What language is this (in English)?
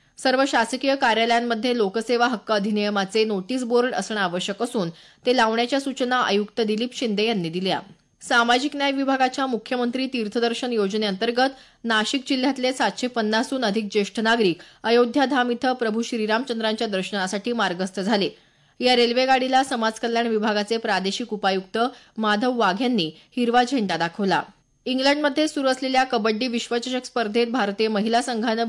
Marathi